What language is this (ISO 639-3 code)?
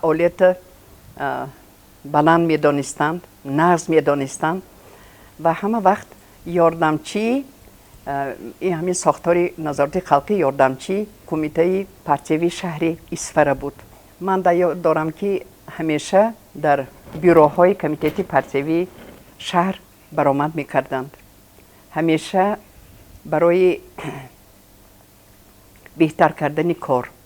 tgk